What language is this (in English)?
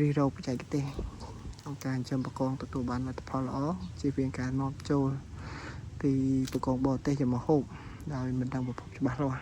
Khmer